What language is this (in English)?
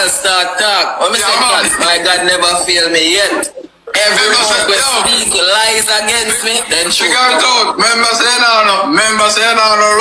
Jamaican Creole English